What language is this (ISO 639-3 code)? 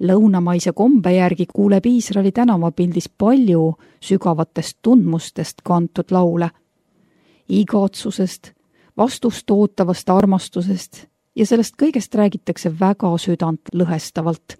est